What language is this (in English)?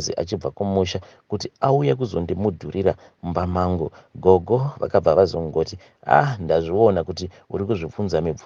Shona